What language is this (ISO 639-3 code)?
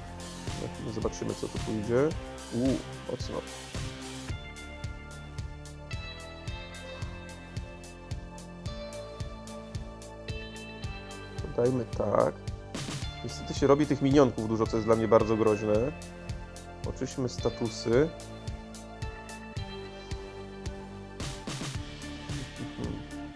pol